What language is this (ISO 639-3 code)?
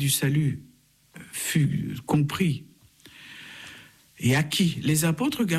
fra